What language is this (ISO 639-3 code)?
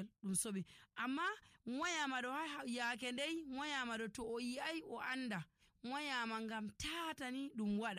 fuv